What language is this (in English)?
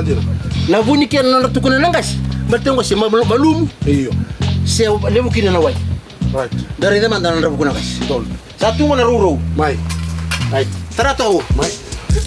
Fijian